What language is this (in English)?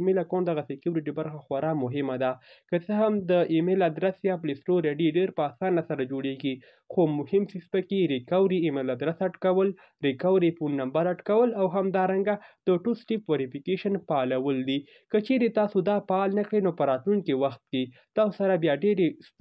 Pashto